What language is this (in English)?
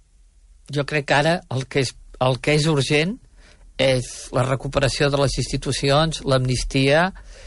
Catalan